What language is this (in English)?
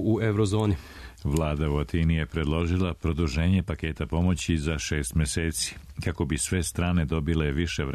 Serbian